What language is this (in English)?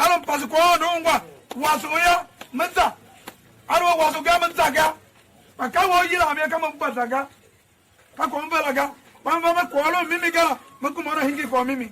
Tiv